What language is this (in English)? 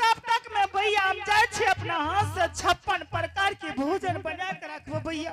Angika